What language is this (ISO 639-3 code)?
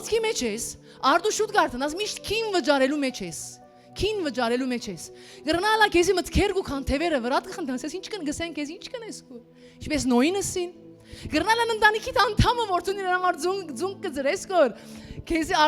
hyw